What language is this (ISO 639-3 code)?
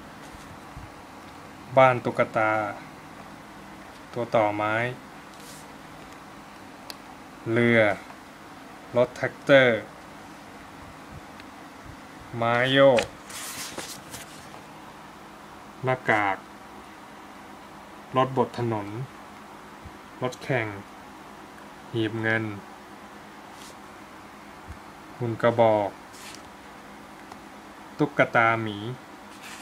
tha